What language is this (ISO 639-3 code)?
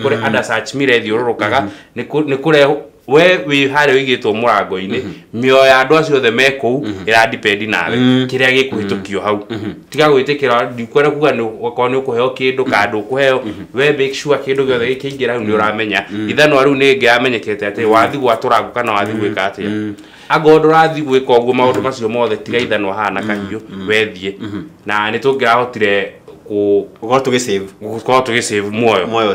kik